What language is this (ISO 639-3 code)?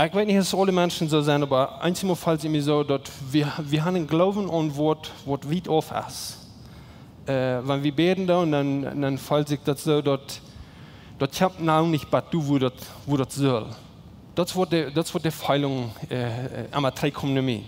pdt